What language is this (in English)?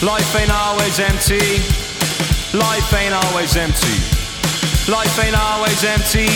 Welsh